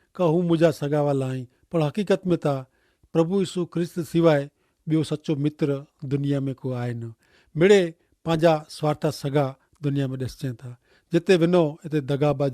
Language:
Kachhi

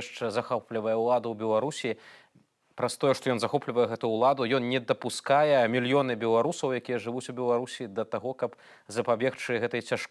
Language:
Belarusian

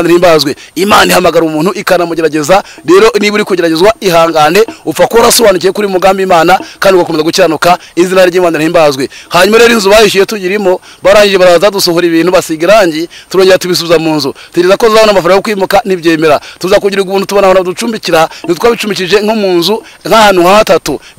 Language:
Kinyarwanda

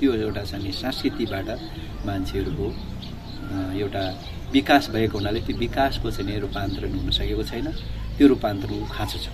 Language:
Nepali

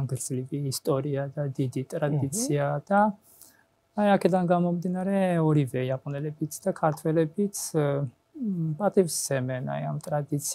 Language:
Georgian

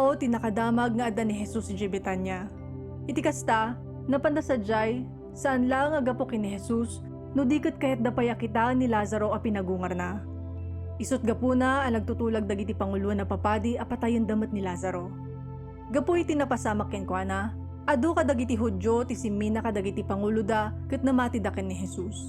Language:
Iloko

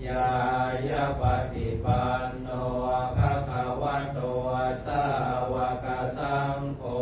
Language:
Pali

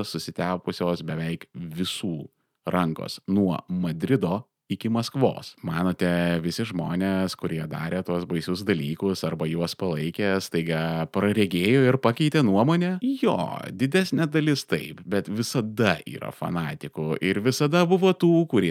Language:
Lithuanian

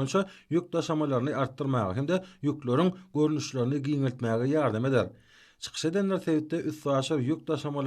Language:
Turkmen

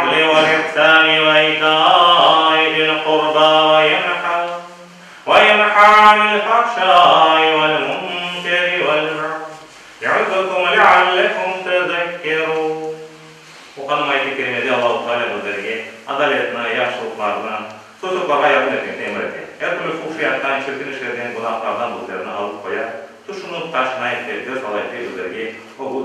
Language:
Crimean Tatar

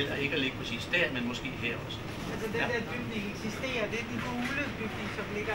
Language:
Danish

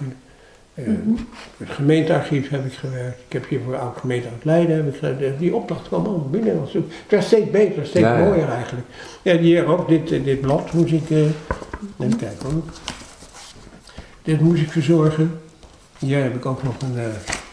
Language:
Dutch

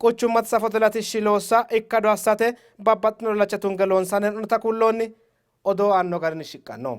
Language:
Sidamo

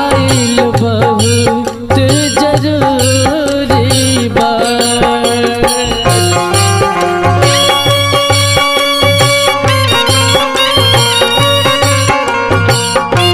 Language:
Bhojpuri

